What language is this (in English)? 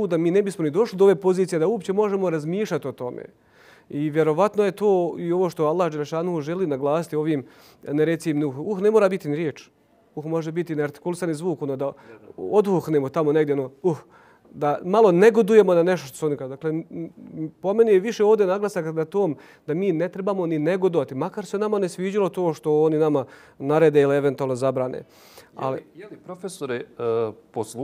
Bosnian